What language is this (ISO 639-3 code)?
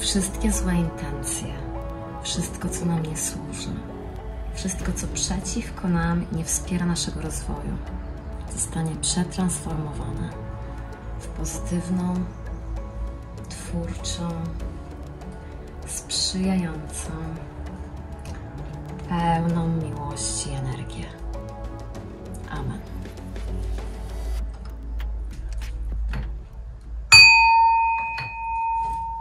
pol